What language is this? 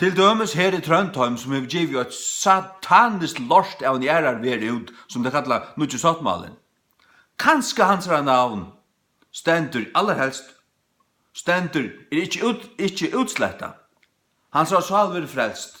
Faroese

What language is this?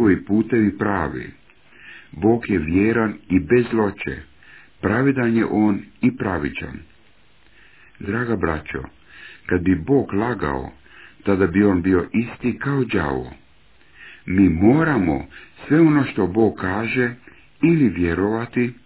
Croatian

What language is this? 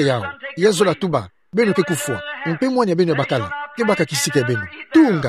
Kituba (Democratic Republic of Congo)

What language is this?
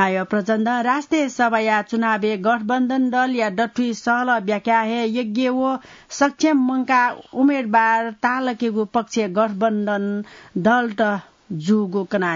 Newari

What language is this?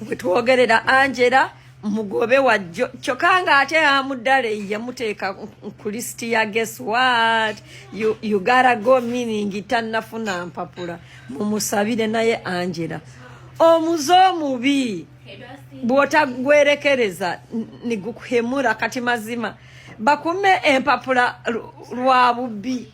Ganda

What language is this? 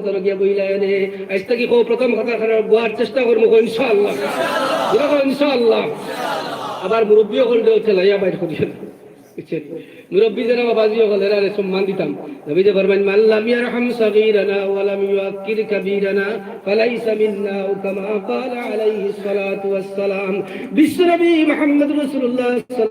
Sylheti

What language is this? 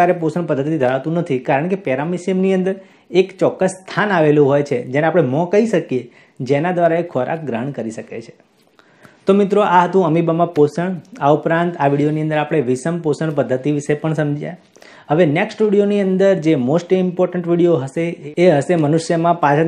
Gujarati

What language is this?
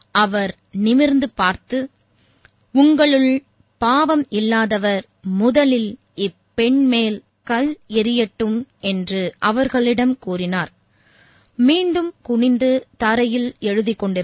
Tamil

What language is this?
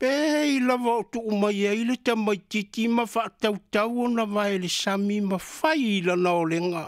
Samoan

